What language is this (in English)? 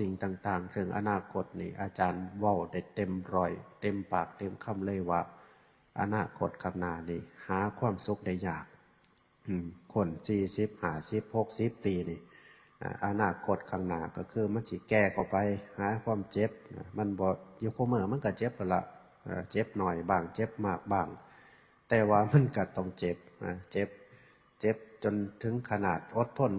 Northeastern Thai